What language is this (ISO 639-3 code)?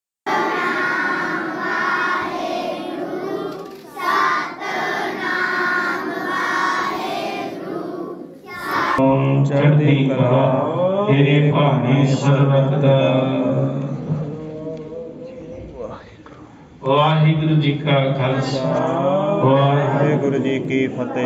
pan